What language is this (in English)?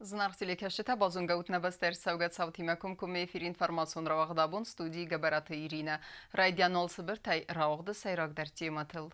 Ossetic